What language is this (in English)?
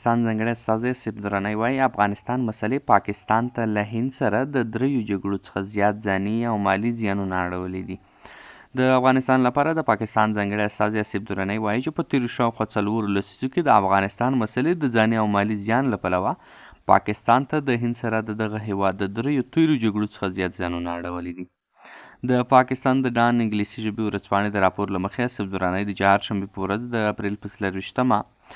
Pashto